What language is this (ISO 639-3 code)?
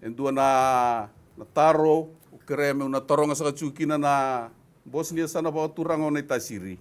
fij